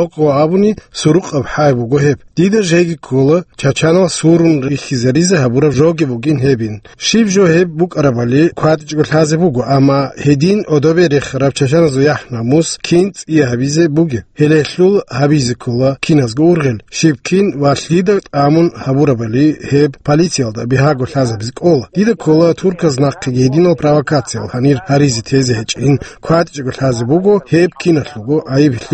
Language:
Avaric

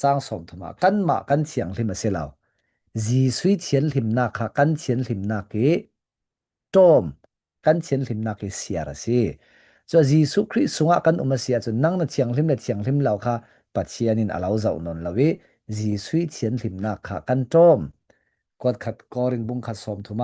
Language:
Falam Chin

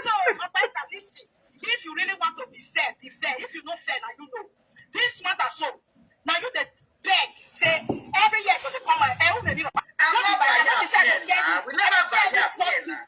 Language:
Nigerian Pidgin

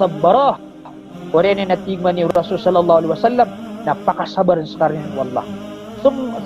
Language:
Maranao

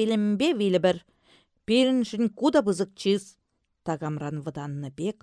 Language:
Chuvash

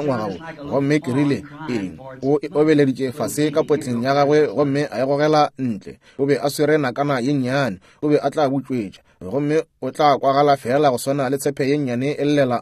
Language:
Northern Sotho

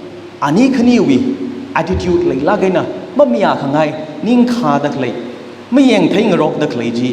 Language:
Tangkhul Naga (India)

